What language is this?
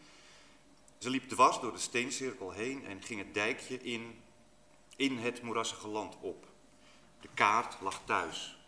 Dutch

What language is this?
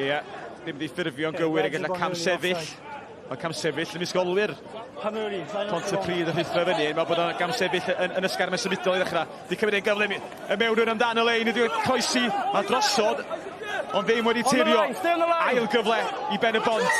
Welsh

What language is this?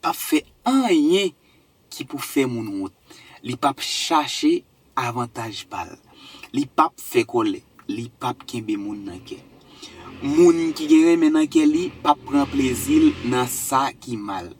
Haitian Creole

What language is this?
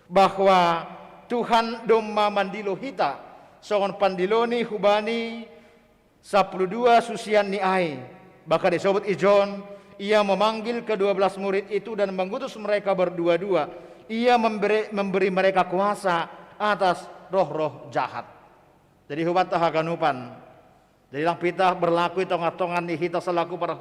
Batak Simalungun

